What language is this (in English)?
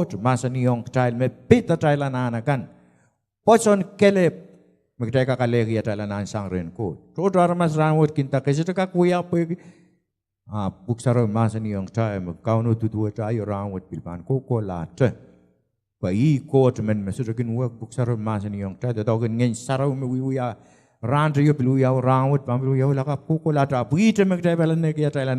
Pohnpeian